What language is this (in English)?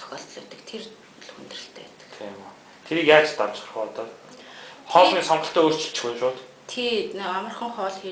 Mongolian